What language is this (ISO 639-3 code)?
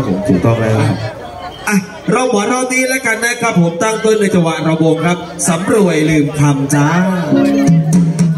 tha